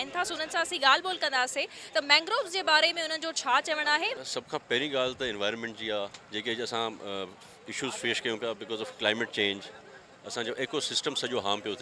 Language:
Sindhi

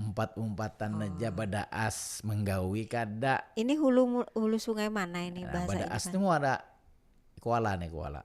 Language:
Banjar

